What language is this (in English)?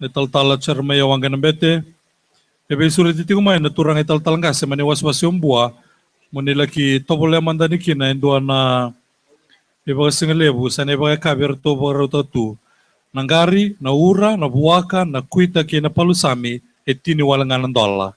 Fijian